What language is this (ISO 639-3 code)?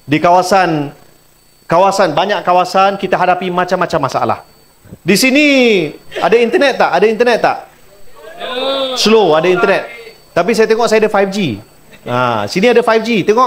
msa